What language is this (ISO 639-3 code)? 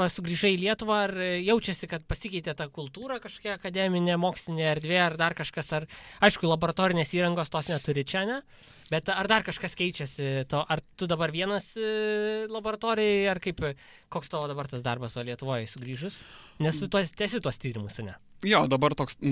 lit